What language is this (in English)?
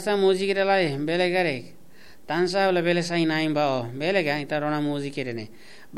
Tetum